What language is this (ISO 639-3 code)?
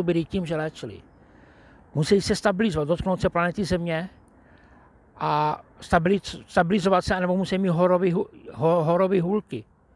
ces